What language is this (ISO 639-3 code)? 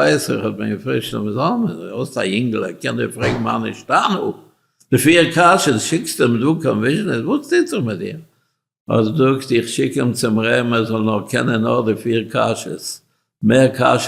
yid